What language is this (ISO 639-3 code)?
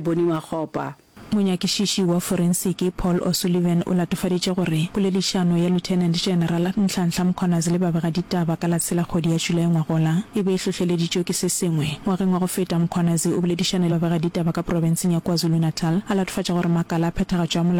nso